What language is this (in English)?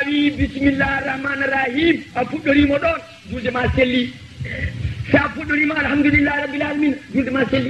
Fula